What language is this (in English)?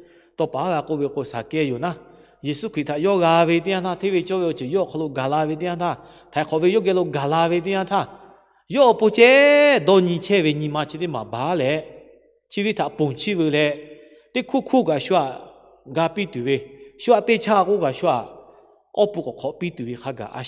Lahu